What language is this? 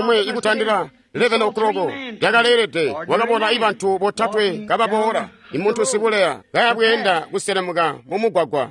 Tonga (Zambia)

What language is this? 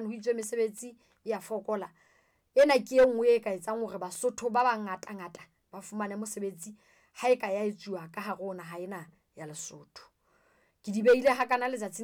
Southern Sotho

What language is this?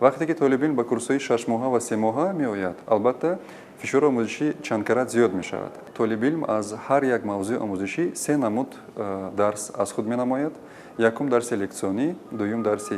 Tajik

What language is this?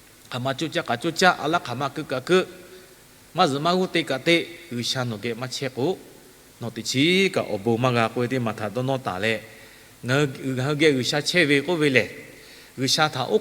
Lahu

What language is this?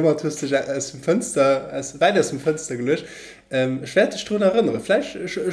Luxembourgish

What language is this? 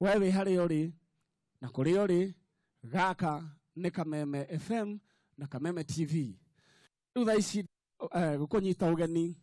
Kikuyu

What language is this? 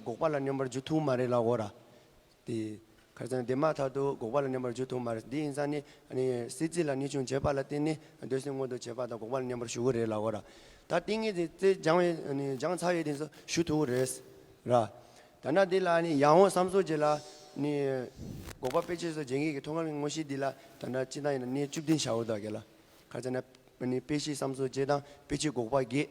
Tibetan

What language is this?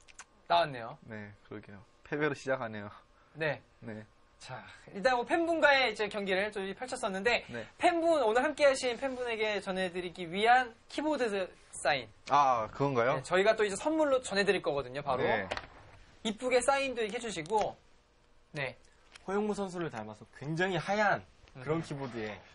Korean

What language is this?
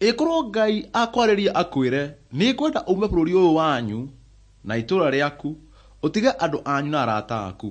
Kikuyu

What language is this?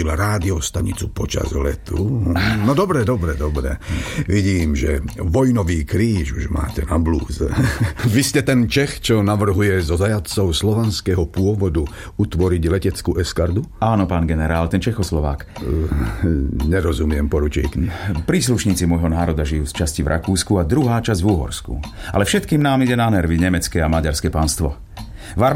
Slovak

